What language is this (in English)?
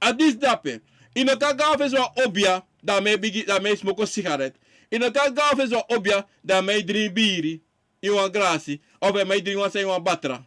Sranan Tongo